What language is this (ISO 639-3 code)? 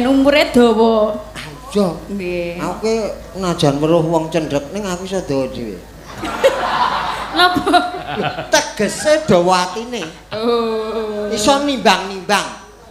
jav